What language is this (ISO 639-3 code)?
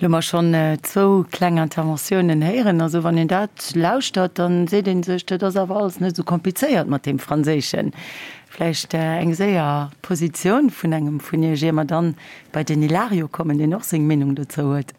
ltz